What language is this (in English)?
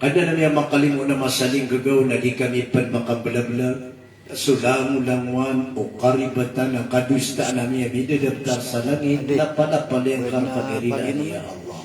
Maranao